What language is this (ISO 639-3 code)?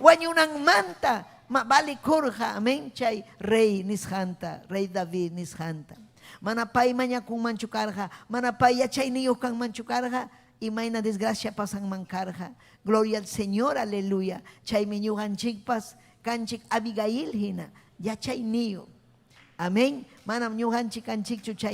quy